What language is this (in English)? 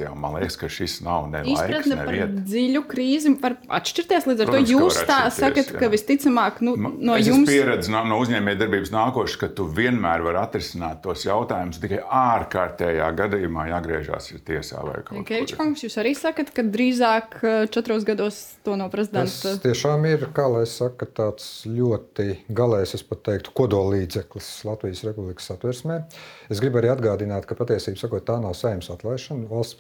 Latvian